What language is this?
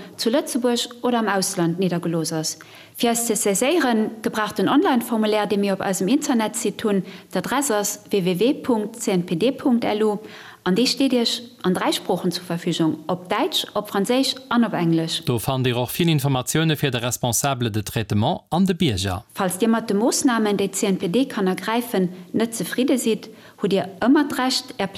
Luxembourgish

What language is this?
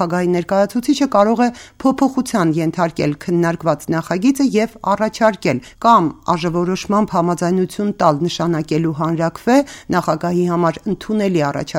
Armenian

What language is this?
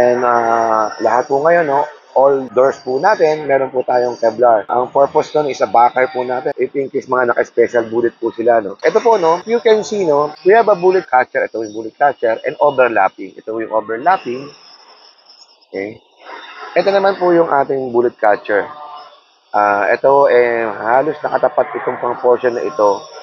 Filipino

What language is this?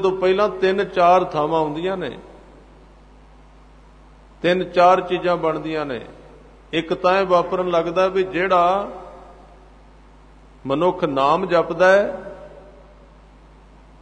Punjabi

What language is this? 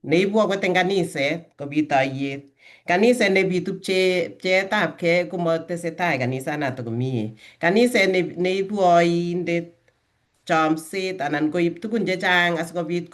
Kalenjin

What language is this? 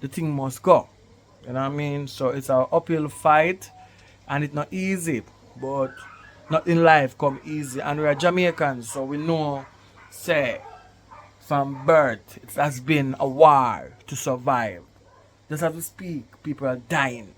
Jamaican Creole English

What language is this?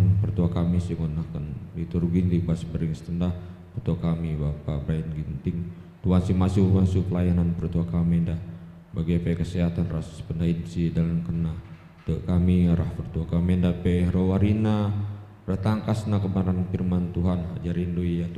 Batak Karo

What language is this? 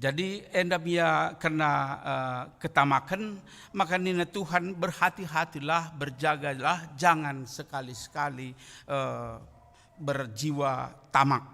Batak Karo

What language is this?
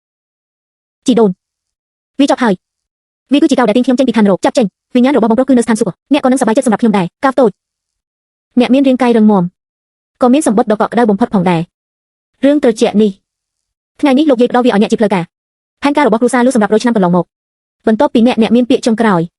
Khmer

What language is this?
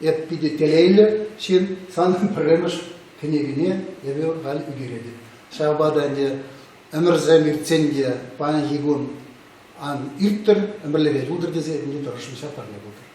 Chuvash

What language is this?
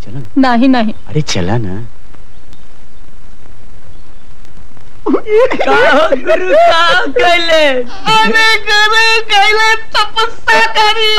Bhojpuri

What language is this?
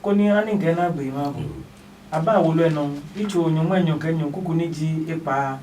Adangme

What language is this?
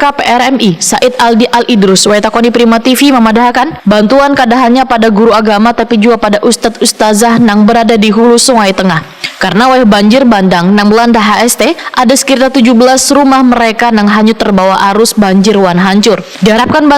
Banjar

